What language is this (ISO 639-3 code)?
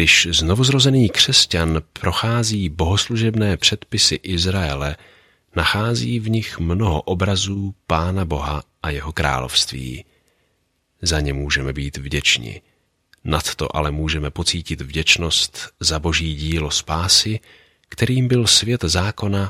ces